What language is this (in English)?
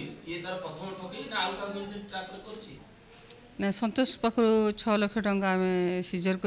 Odia